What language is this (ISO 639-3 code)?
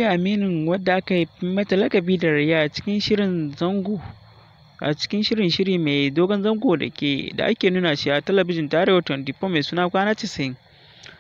hau